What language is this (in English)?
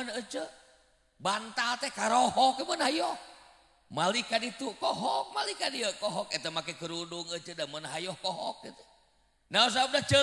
Sundanese